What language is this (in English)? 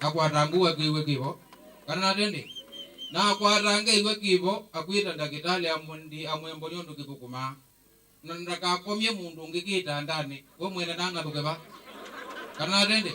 Kamba